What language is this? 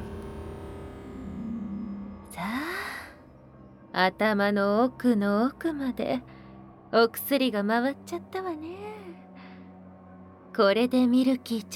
Japanese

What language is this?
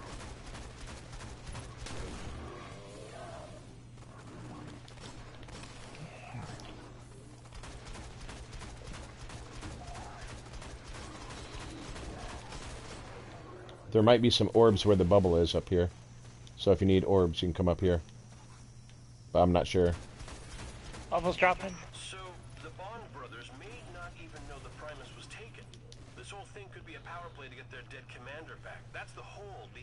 English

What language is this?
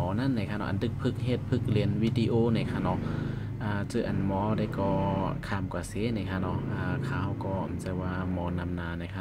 Shan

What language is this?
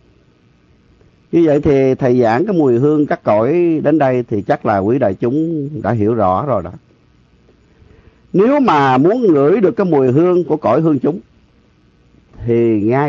Vietnamese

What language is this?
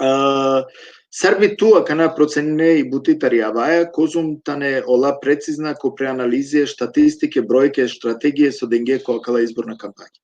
Balkan Romani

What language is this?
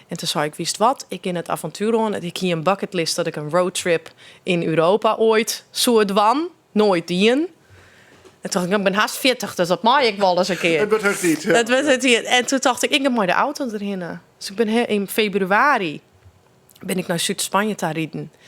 Western Frisian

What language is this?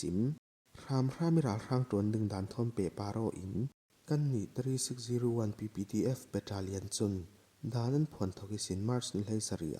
Falam Chin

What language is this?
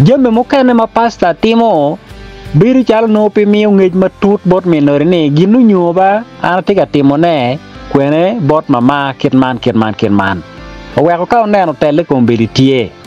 Acoli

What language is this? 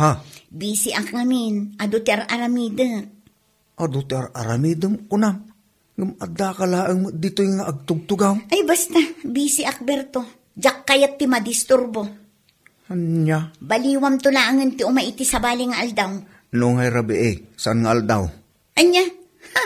Iloko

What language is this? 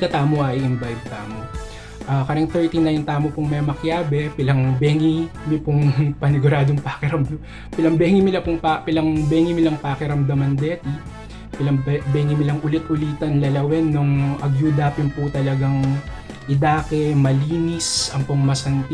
Pampanga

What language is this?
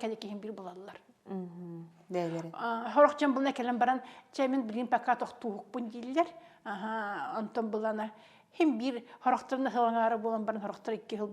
Yakut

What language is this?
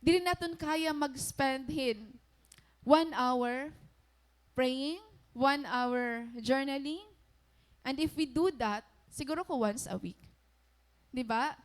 Waray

